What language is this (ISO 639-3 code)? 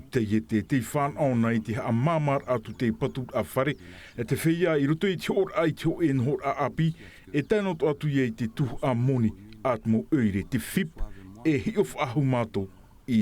tah